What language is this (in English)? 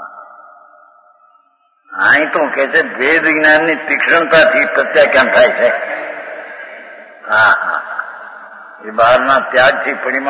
Gujarati